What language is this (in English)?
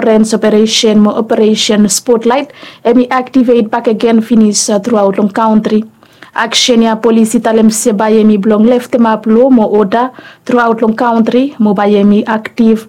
Bislama